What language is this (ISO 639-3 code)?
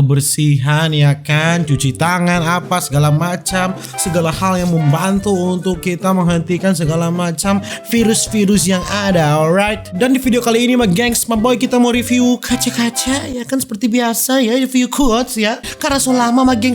xmm